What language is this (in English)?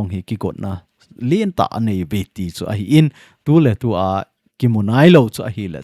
Thado Chin